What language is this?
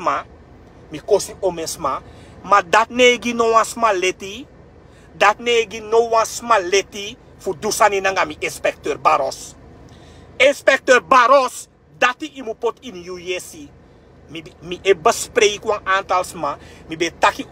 Sranan Tongo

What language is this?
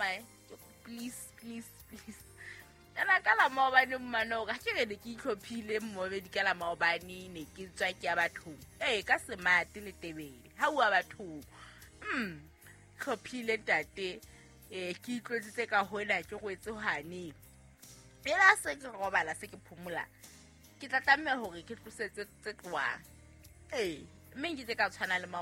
Southern Sotho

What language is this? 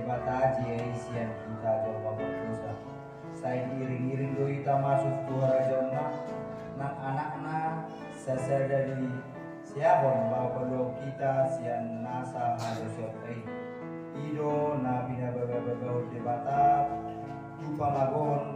Batak Toba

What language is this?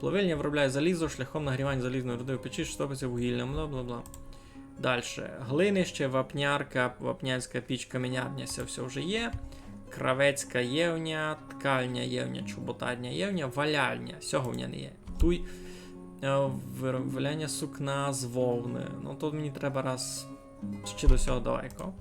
Rusyn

